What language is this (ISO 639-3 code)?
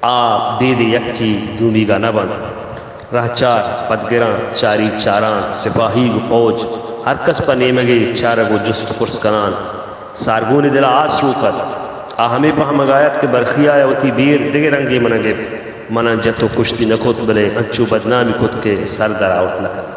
bal